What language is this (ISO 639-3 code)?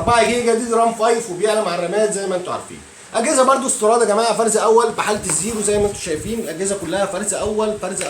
arz